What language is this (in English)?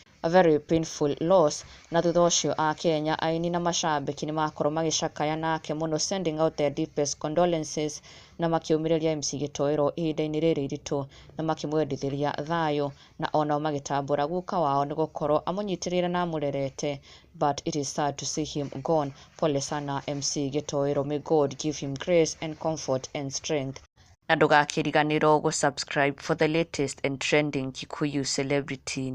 Kikuyu